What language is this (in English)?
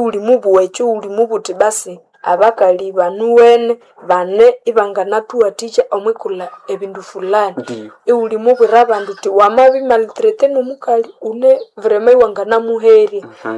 Nande